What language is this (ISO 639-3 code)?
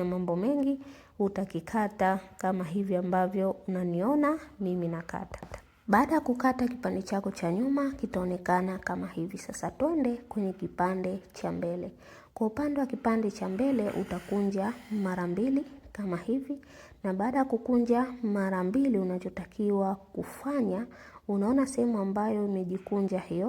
swa